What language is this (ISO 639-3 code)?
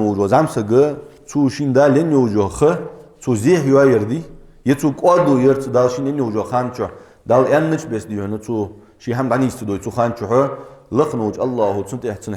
inh